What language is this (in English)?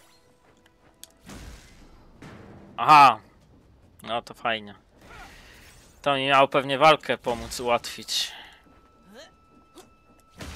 Polish